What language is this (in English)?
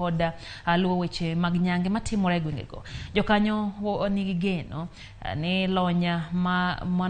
Luo (Kenya and Tanzania)